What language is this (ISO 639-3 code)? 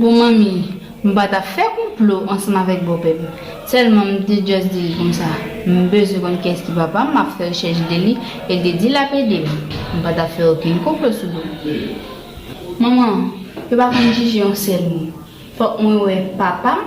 hat